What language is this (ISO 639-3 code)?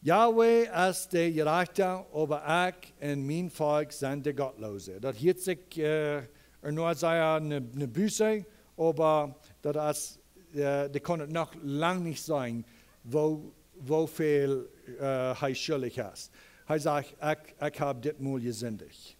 pdt